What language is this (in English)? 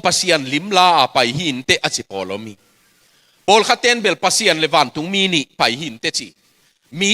Tedim Chin